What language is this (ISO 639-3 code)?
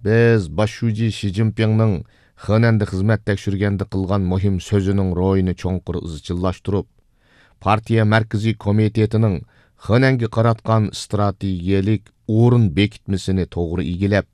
uig